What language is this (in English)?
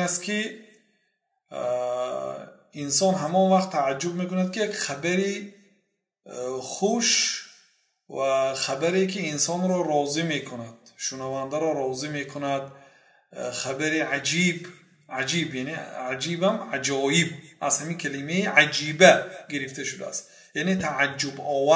Persian